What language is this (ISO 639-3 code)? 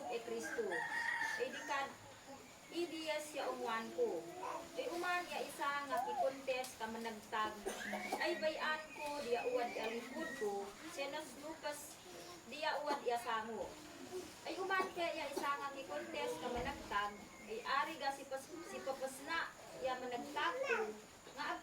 isd